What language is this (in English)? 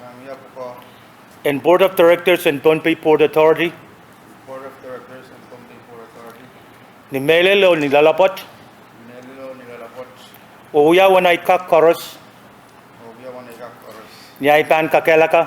Pohnpeian